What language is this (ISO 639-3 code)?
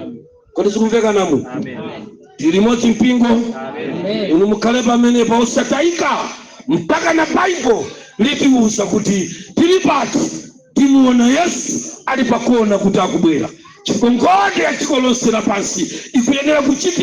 nya